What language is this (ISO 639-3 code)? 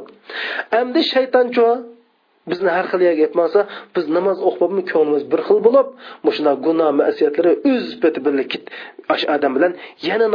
uig